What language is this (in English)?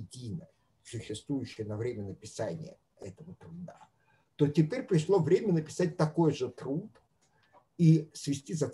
Russian